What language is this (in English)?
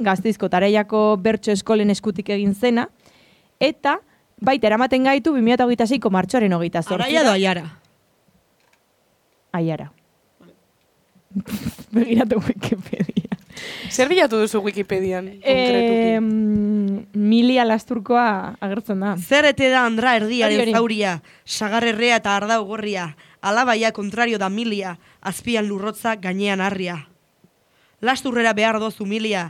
Basque